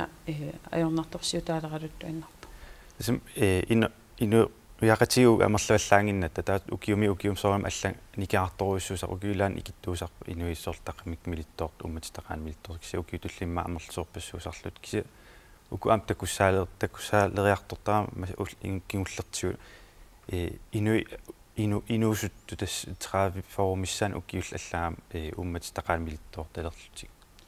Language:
Kalaallisut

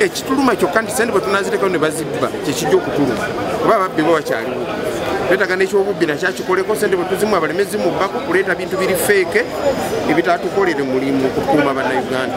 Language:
Ganda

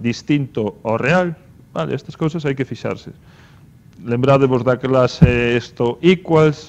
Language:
Galician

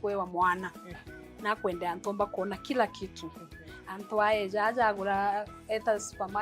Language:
Meru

